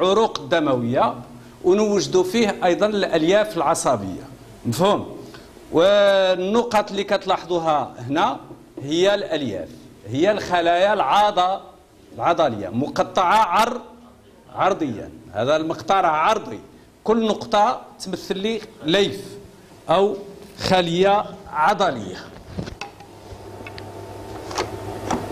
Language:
Moroccan Arabic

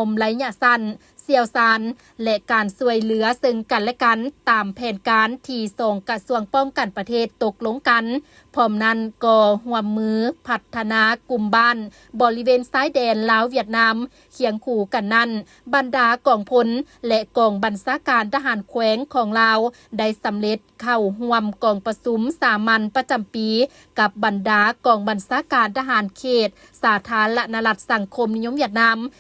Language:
Lao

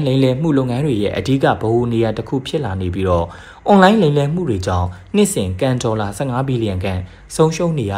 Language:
Burmese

